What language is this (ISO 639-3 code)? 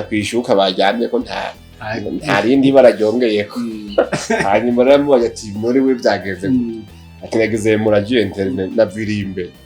run